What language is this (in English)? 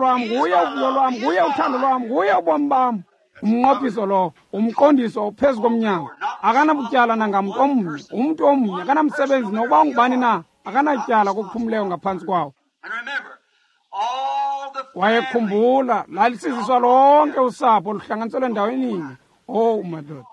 Xhosa